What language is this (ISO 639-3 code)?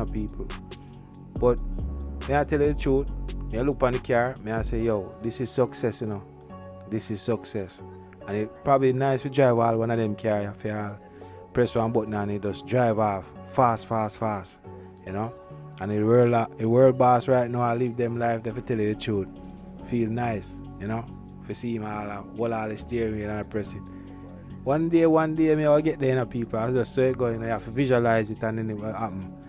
jam